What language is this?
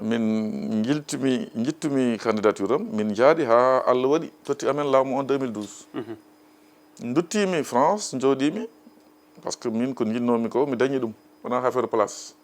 Fula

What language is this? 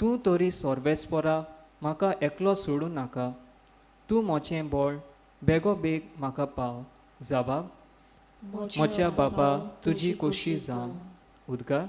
Konkani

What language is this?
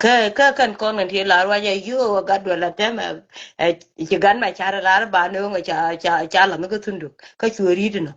Nuer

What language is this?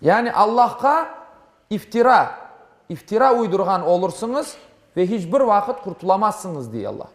Crimean Tatar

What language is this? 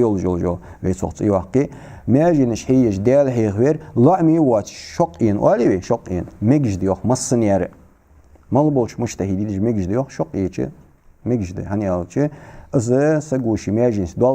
Ingush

